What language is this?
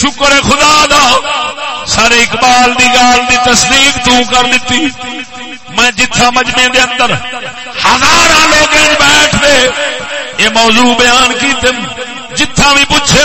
Saraiki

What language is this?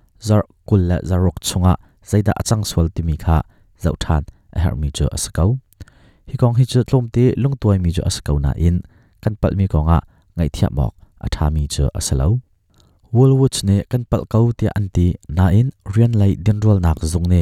Hakha Chin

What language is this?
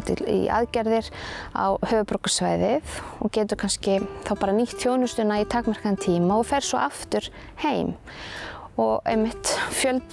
Icelandic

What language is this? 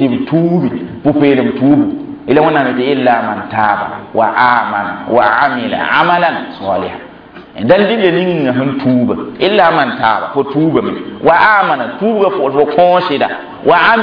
Mossi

